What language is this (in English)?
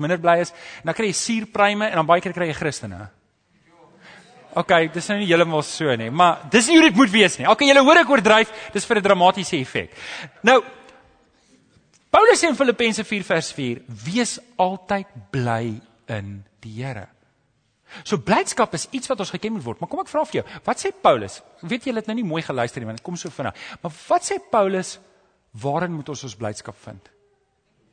Afrikaans